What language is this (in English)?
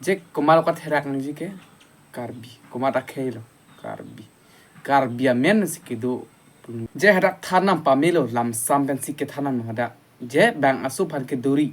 Karbi